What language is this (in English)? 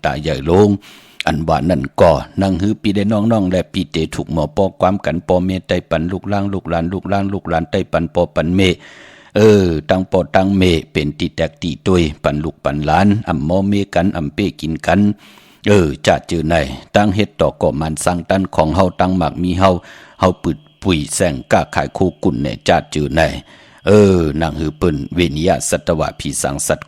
Shan